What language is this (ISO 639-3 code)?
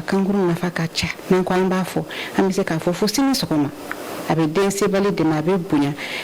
bam